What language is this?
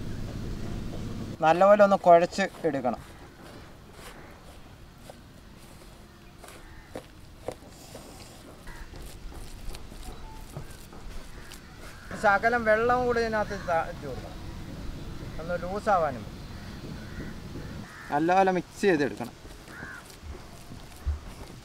Malayalam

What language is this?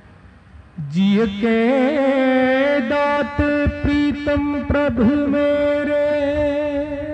Hindi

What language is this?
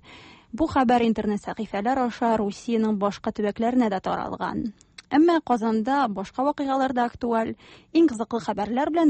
Tatar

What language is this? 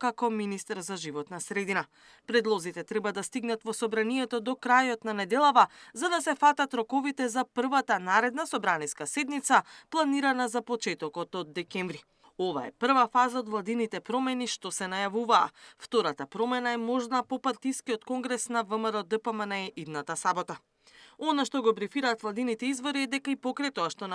Macedonian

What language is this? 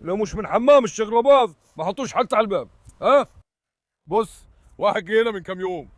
Egyptian Arabic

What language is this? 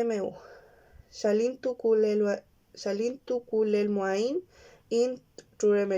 Mapuche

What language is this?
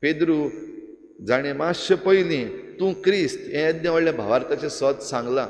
Konkani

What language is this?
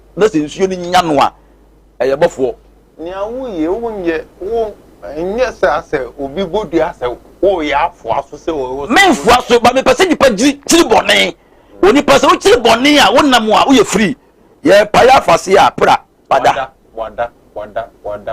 Akan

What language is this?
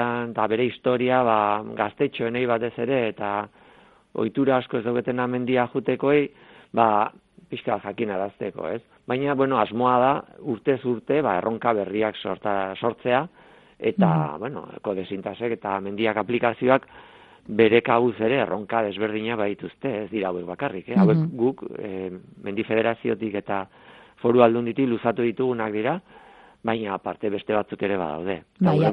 Basque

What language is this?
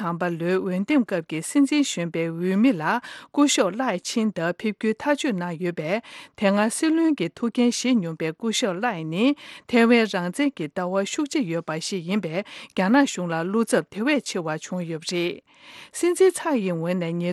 Tibetan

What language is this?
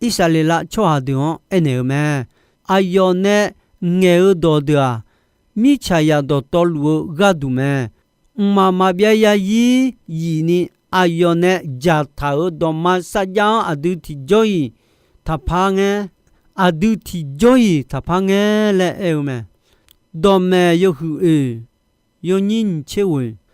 Akha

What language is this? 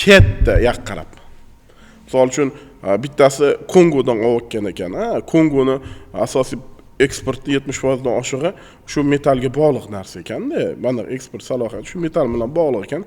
Uzbek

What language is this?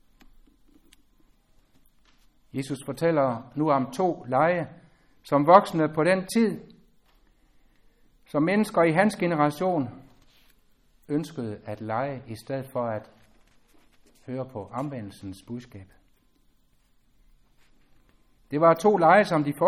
Danish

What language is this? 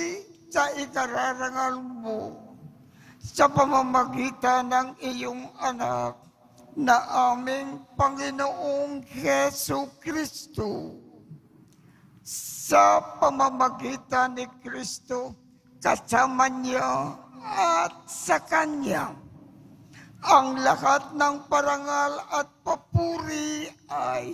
Filipino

